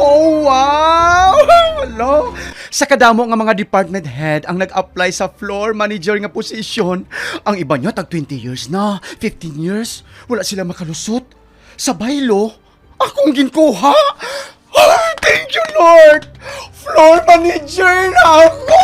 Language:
Hiligaynon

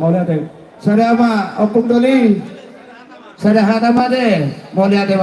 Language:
Batak Toba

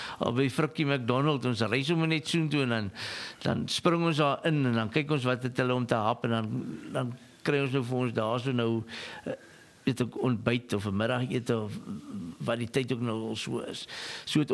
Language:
Afrikaans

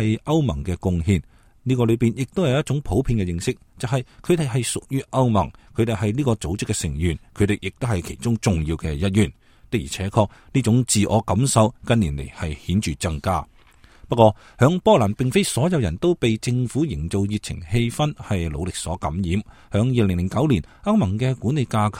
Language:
Cantonese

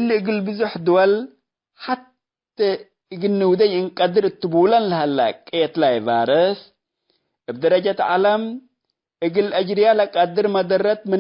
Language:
Tigre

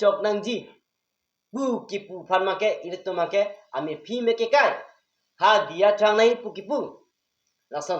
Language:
Karbi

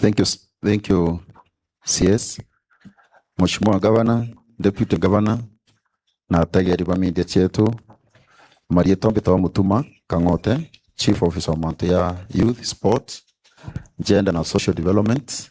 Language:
Meru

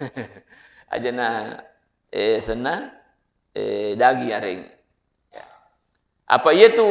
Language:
Buginese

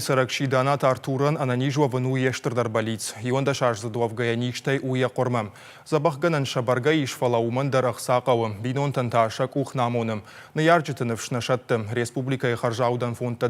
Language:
Ossetic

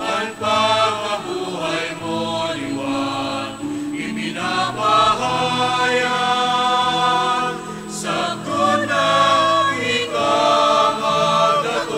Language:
Bikol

